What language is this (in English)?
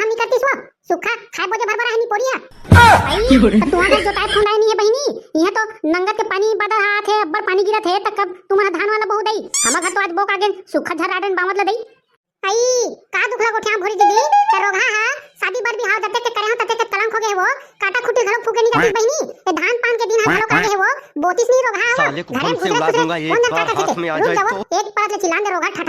Chhattisgarhi